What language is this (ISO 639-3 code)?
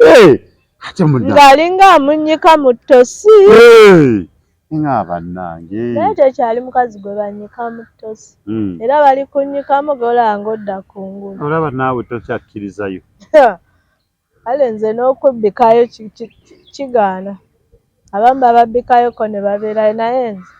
lug